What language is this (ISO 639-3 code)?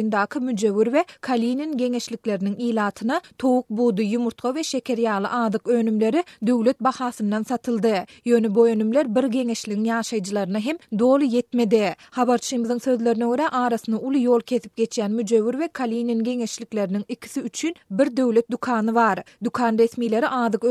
tuk